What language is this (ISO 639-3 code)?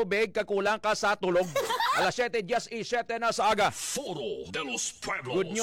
hil